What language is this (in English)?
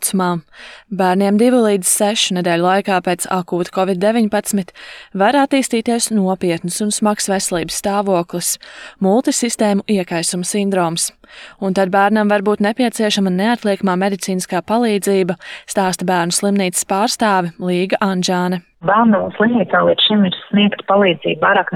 Latvian